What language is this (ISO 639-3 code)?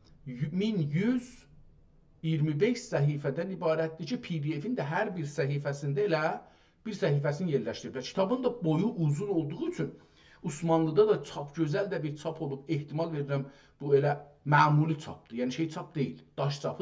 azb